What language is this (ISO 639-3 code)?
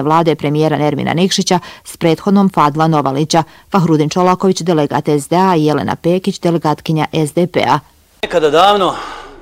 bos